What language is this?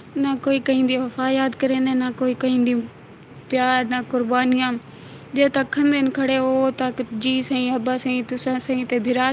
Saraiki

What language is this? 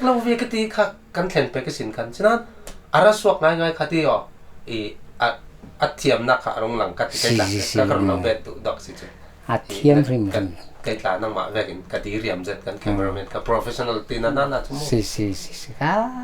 Falam Chin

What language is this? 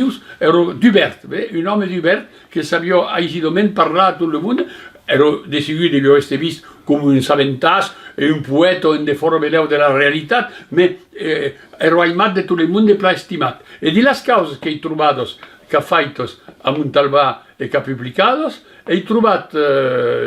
Occitan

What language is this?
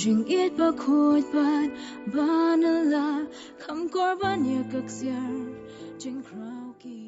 Khasi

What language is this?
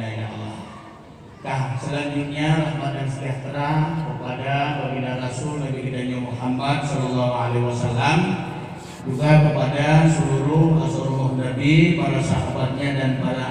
Achinese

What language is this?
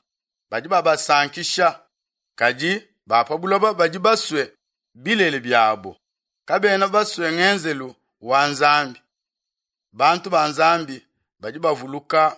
Luba-Lulua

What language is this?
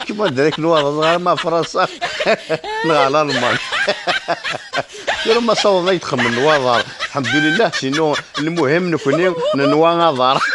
Kabyle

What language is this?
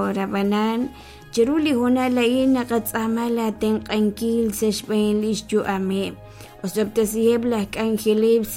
Kekchí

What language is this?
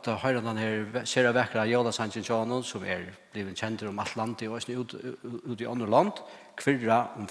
Faroese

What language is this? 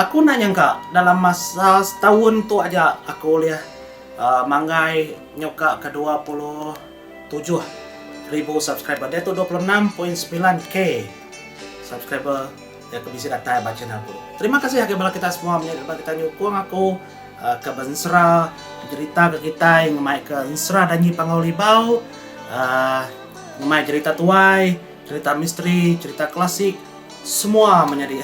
Iban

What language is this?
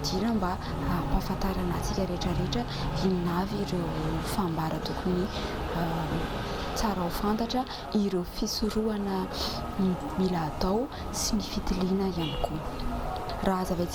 Malagasy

